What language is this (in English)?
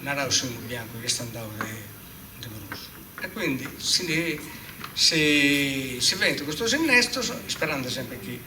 Sardinian